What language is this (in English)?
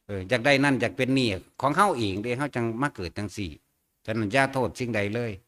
Northeastern Thai